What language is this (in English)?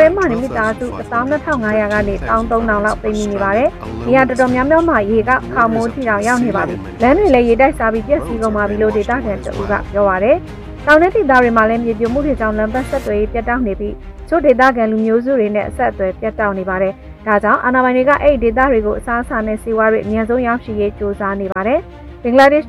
Burmese